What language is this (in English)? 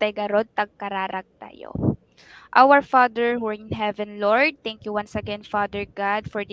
Iloko